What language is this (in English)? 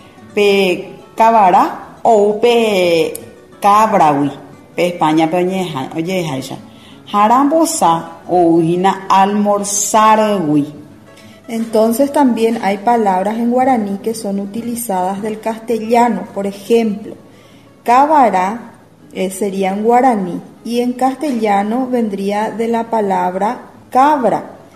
Guarani